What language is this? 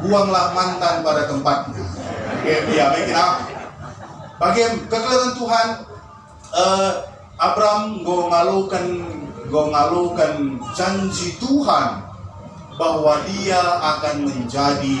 Batak Karo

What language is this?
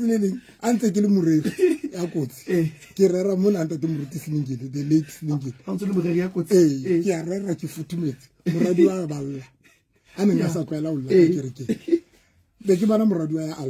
Southern Sotho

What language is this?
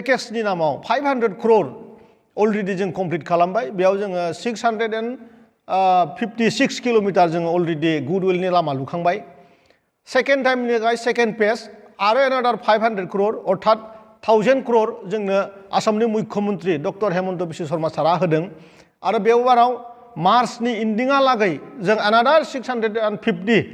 Bodo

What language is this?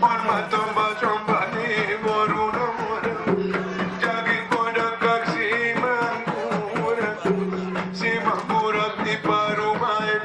Batak Angkola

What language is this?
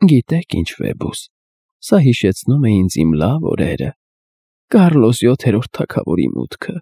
Armenian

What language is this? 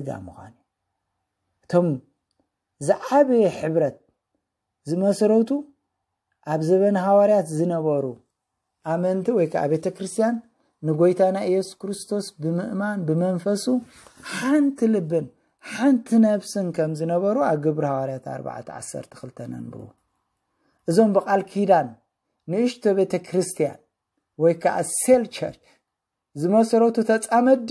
Tigrinya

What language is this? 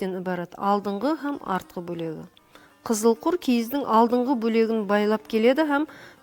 Kara-Kalpak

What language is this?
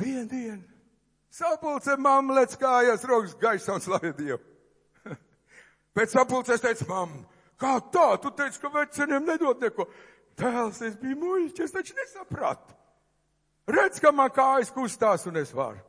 Latvian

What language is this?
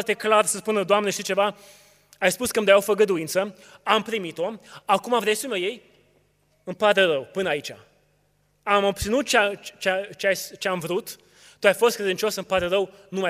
Romanian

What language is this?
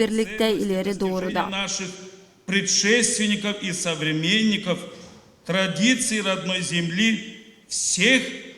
Gagauz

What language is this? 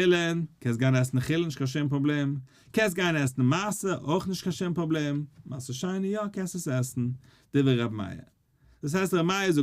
Yiddish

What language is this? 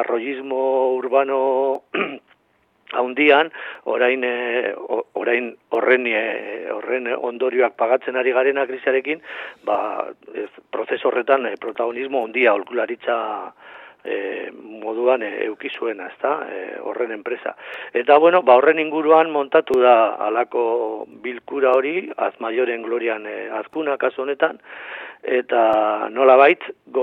Basque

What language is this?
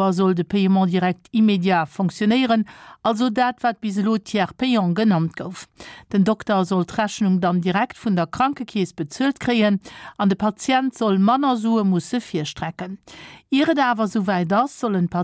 Luxembourgish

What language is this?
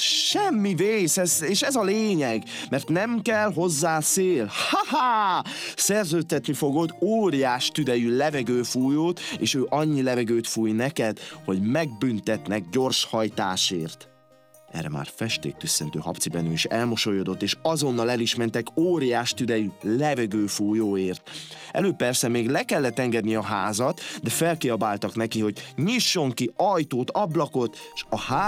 Hungarian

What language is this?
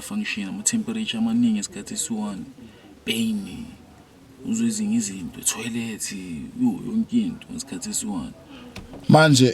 Zulu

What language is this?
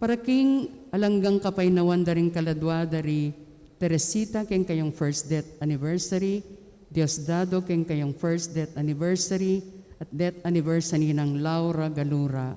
Pampanga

